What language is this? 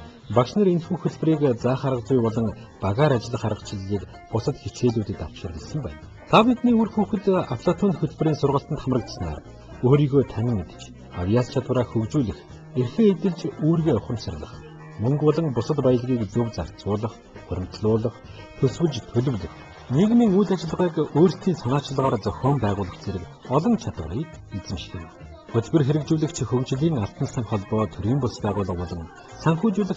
Mongolian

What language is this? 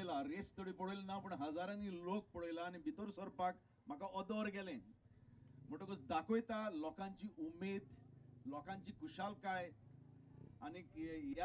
Konkani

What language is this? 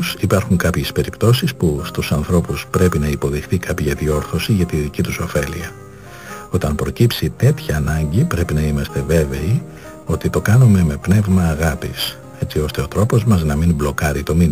Greek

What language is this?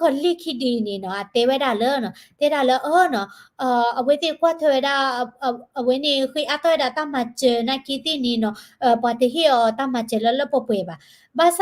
S'gaw Karen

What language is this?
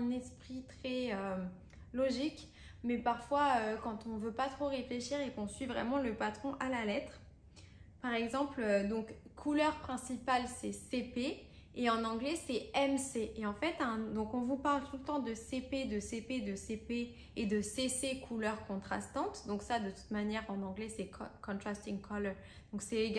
French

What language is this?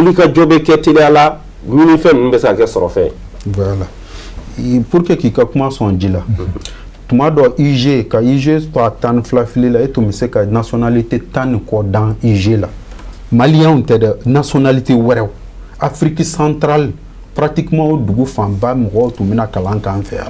Bambara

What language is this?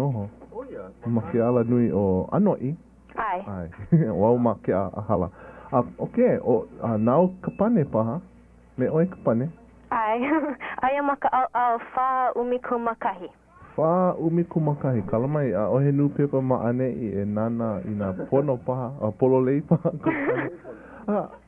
Hawaiian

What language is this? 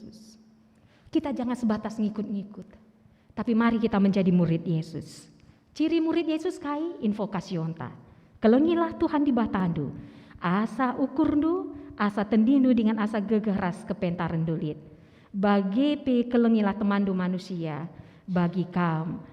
Batak Karo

